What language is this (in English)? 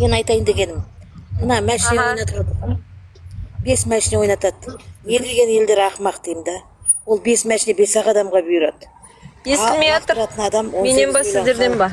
Kazakh